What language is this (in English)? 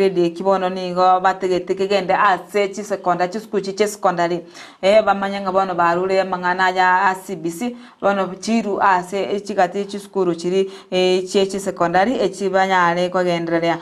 Gusii